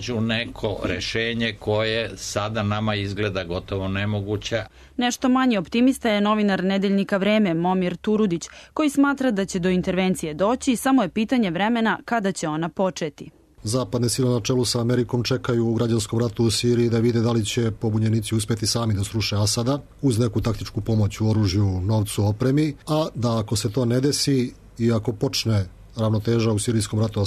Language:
Serbian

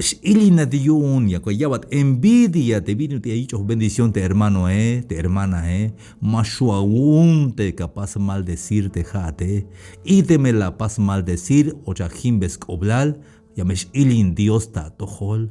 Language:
Tzeltal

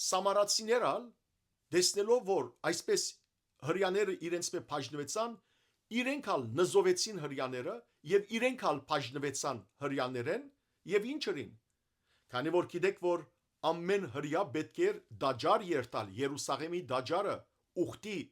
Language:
Western Armenian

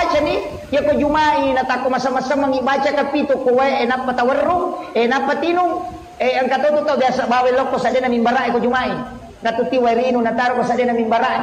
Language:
Buginese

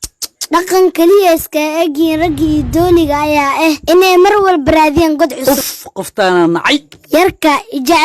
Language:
Somali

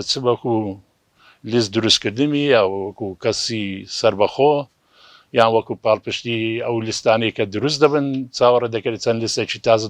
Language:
Central Kurdish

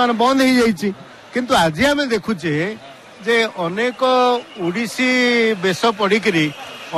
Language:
Odia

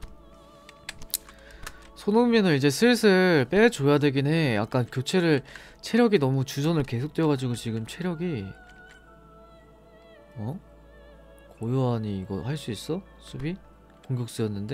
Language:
Korean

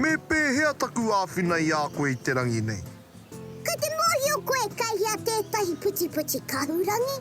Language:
Māori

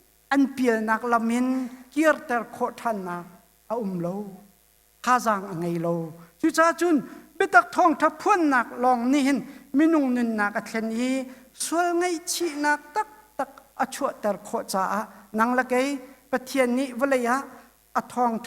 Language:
Hakha Chin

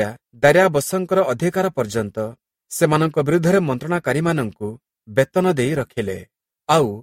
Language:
Odia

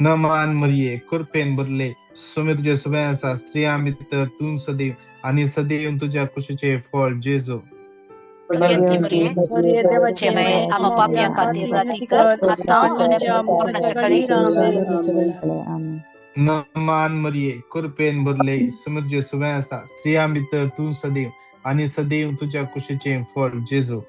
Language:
Konkani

